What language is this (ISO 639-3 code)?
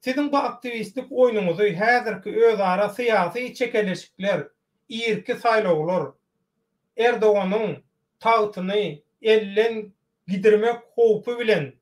tuk